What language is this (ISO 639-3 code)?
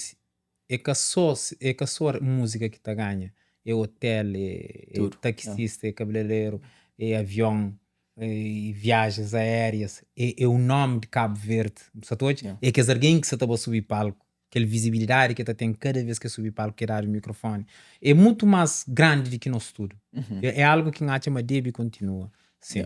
kea